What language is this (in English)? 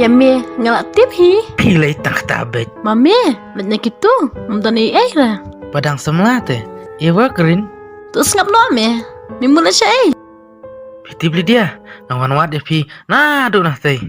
Khasi